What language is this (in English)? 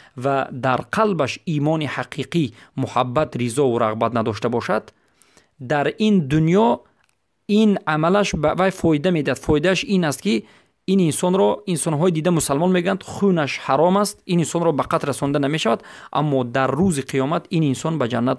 Persian